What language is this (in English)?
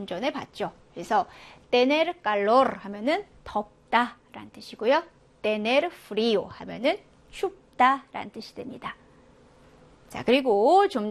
Korean